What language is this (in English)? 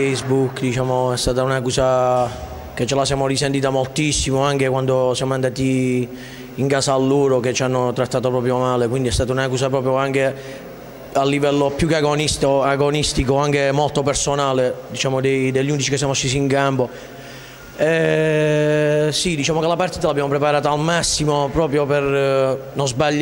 Italian